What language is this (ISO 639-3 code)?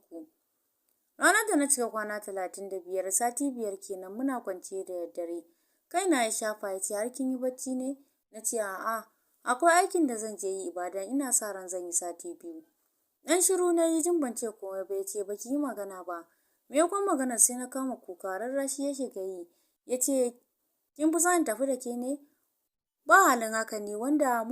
hau